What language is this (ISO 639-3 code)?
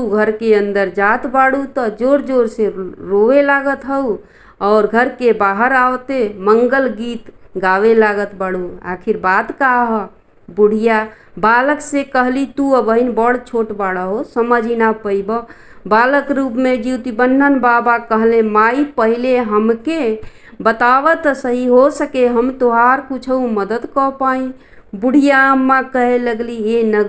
bho